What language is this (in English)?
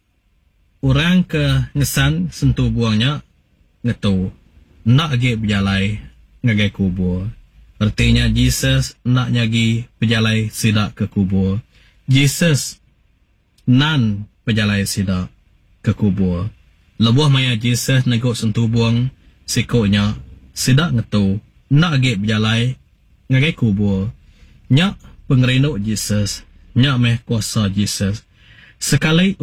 Iban